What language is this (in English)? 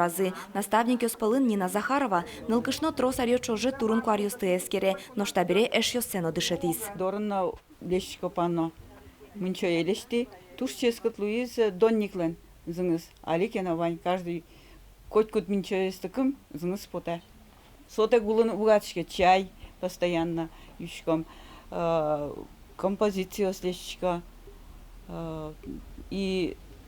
Udmurt